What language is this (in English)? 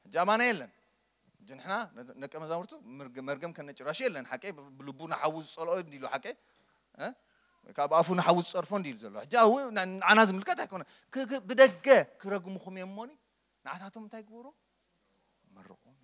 Tigrinya